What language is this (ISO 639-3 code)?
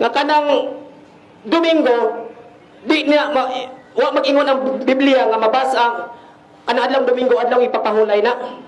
ceb